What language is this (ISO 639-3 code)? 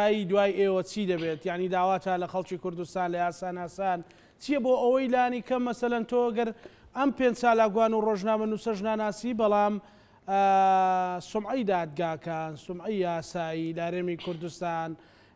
ckb